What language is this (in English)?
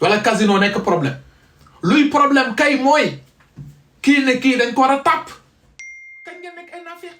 Wolof